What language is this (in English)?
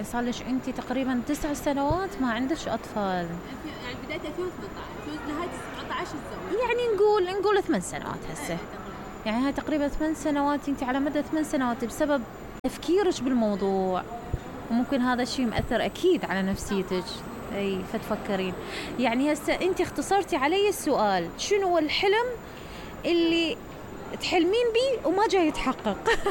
Mesopotamian Arabic